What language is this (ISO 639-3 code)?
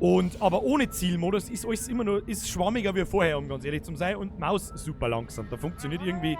bar